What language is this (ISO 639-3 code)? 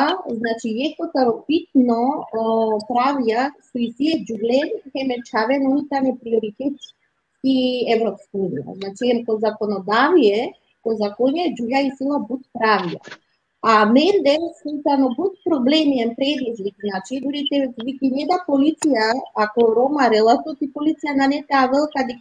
rmn